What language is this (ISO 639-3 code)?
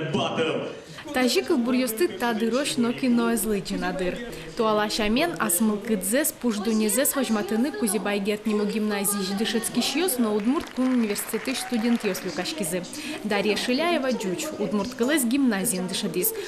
udm